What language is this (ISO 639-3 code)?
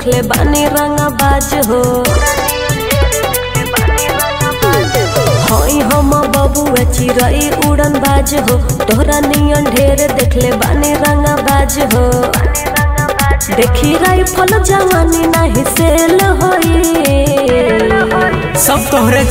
bho